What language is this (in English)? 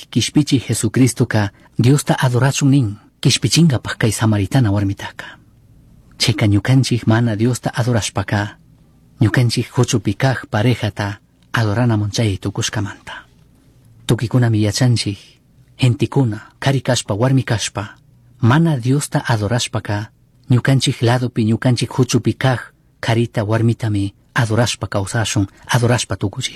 Chimborazo Highland Quichua